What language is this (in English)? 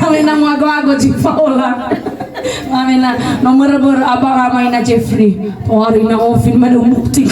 Nias